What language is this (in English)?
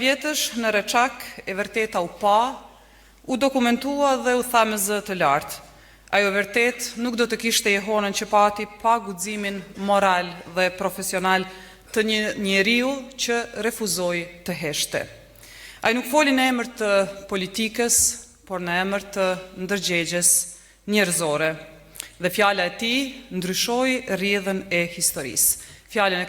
Albanian